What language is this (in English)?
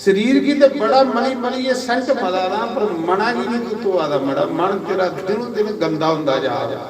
Dogri